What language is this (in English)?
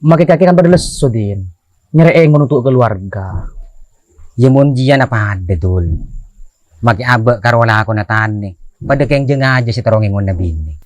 Madurese